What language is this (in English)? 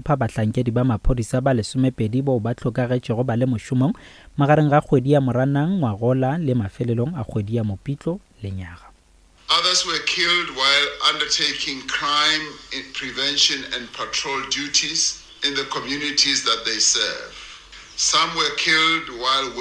Northern Sotho